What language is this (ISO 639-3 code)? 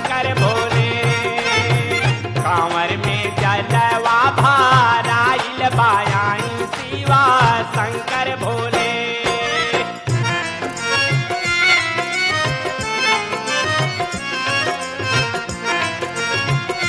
bho